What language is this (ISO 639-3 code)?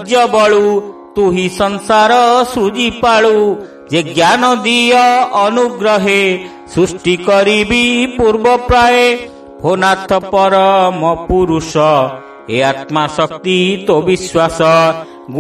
ori